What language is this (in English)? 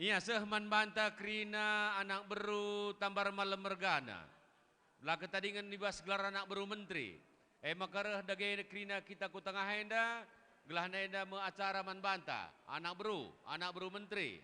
Batak Karo